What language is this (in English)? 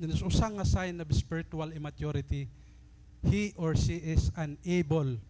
Waray